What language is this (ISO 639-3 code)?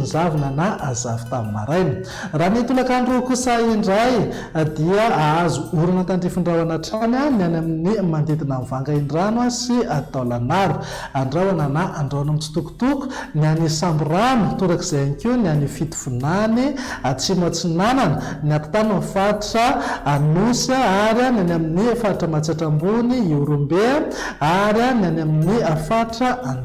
mlg